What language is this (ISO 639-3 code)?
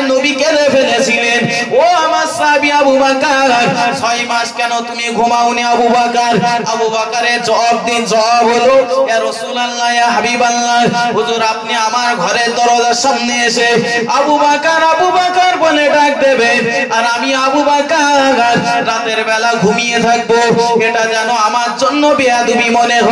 ben